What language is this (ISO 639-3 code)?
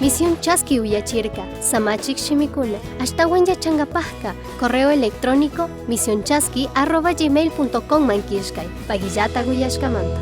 qug